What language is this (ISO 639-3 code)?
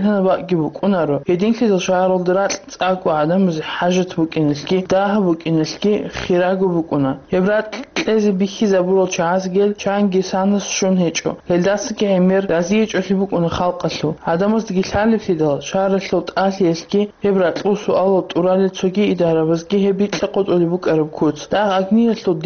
ava